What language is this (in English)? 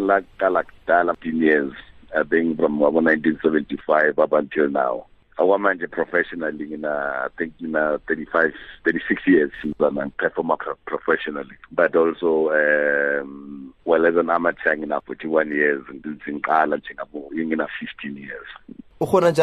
South Ndebele